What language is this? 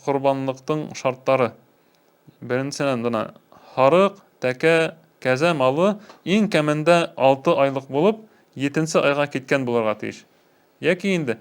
Bashkir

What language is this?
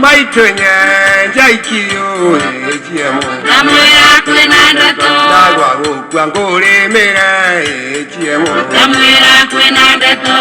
Kikuyu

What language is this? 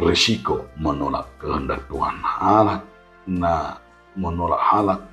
Batak Toba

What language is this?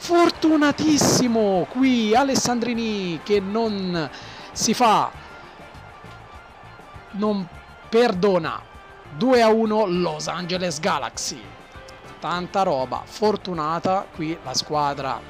Italian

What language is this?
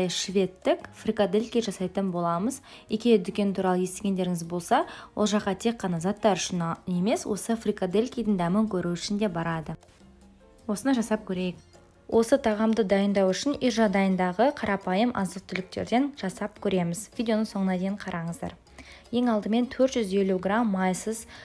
Kazakh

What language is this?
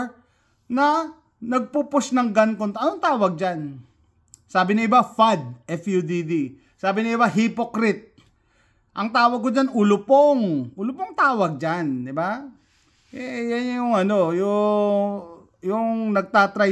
Filipino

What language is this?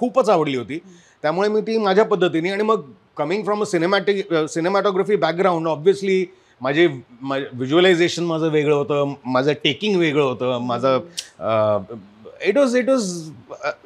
Marathi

